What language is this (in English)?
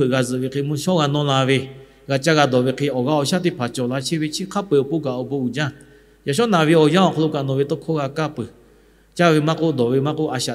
Lahu